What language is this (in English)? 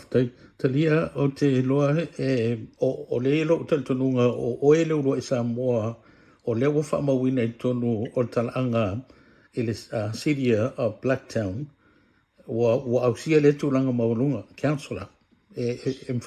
Samoan